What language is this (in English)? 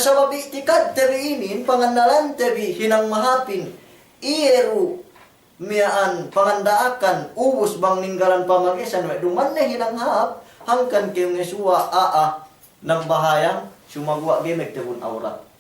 Yakan